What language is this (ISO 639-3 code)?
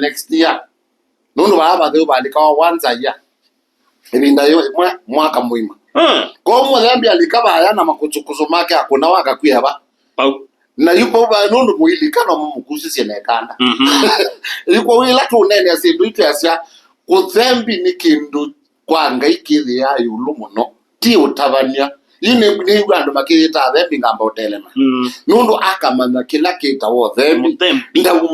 kam